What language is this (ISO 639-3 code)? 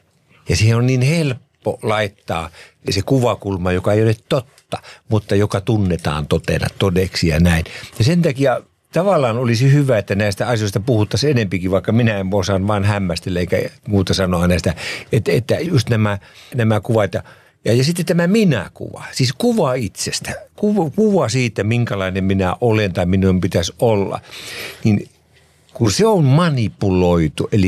fin